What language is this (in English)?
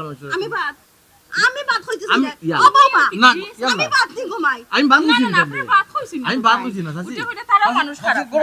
Sylheti